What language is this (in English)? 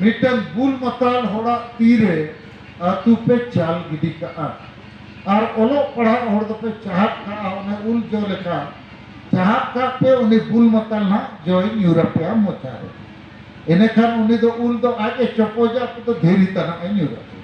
Santali